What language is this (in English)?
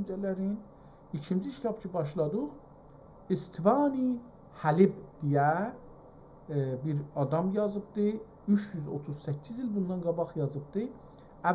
South Azerbaijani